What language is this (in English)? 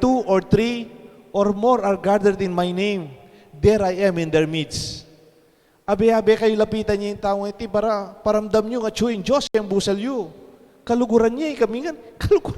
Pampanga